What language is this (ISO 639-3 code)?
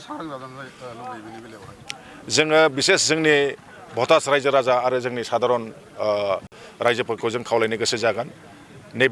brx